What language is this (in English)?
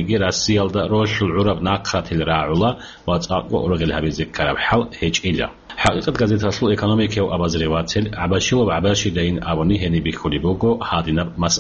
Avaric